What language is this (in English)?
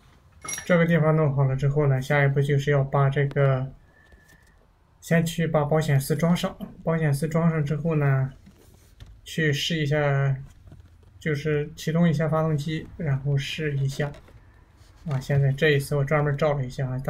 Chinese